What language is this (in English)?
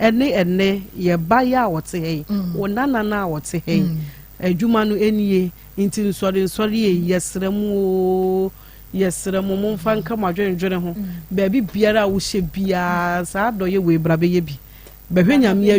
Akan